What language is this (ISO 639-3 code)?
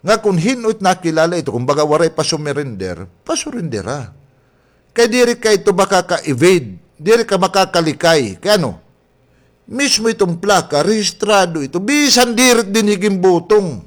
war